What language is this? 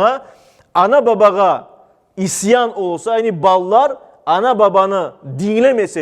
Crimean Tatar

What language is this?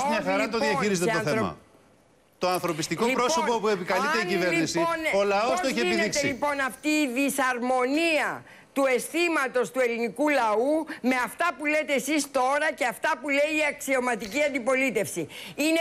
Greek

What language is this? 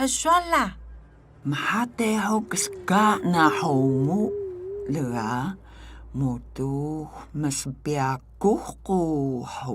Atayal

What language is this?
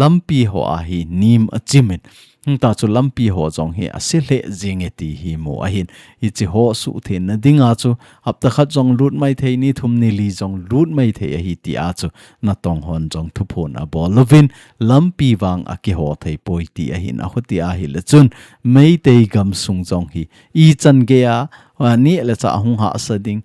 Thado Chin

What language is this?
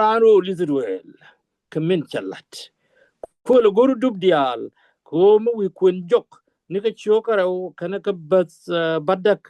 Nuer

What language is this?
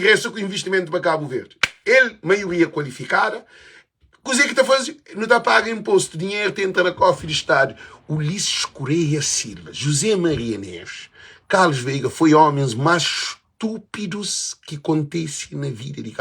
Kabuverdianu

